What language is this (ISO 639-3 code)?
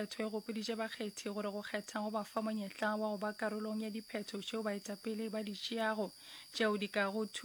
nso